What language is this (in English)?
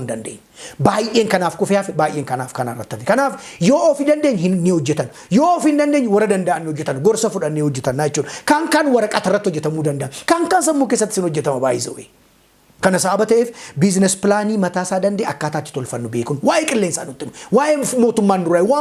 Oromo